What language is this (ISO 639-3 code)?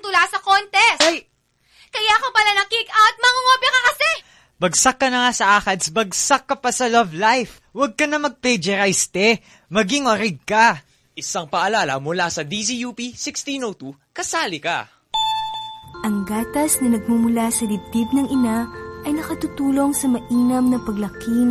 fil